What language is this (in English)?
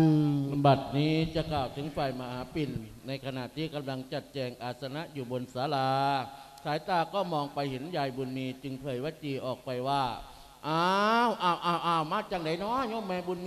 Lao